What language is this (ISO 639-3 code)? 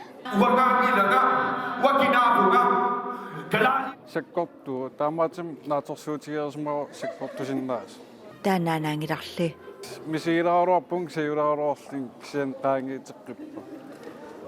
kal